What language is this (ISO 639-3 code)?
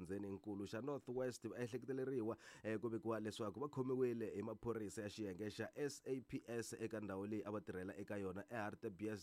tso